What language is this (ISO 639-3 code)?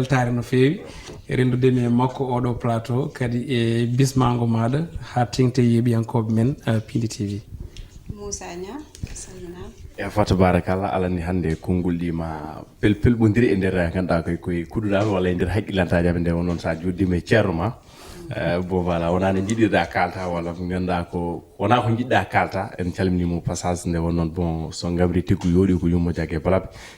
ful